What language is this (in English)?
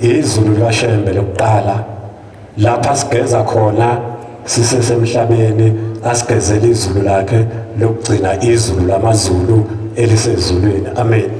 Zulu